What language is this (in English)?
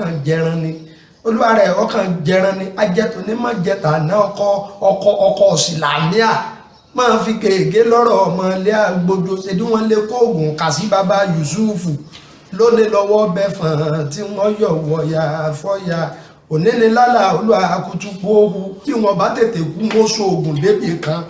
Yoruba